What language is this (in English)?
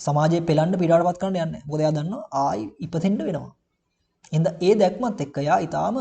Sinhala